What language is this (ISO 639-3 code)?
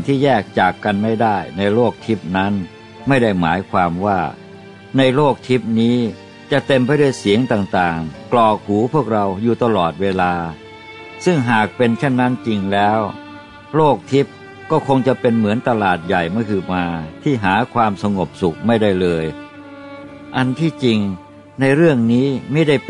tha